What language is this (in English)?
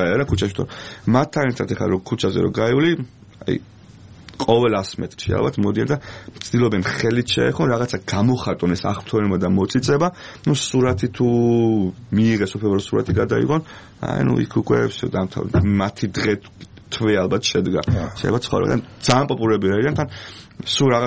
Georgian